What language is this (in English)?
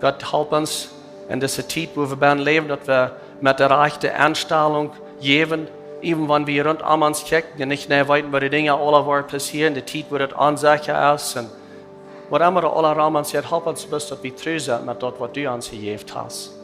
Plautdietsch